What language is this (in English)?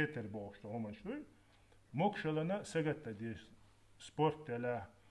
Chechen